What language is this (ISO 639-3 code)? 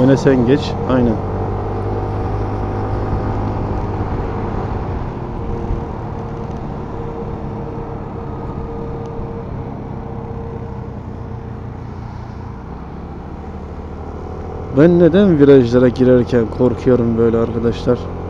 tur